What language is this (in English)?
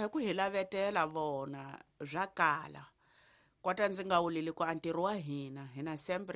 Tsonga